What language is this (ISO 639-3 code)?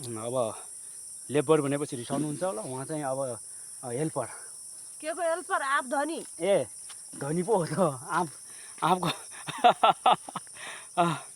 nep